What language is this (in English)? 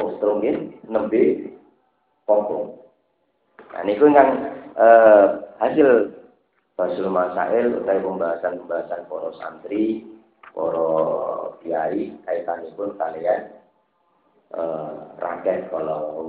Javanese